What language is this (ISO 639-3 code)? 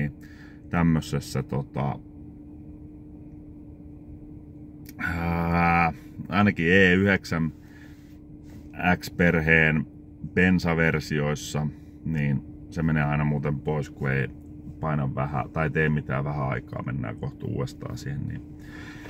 fin